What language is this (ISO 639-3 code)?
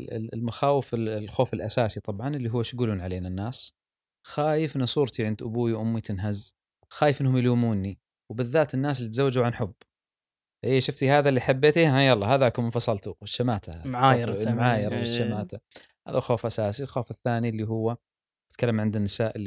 afb